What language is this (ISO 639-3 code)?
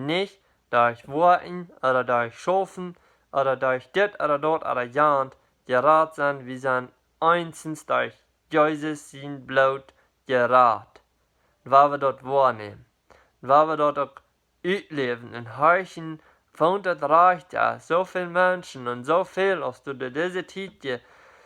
pdt